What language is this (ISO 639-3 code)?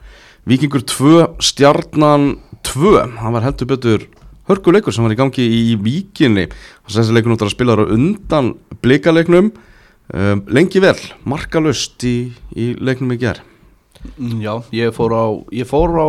isl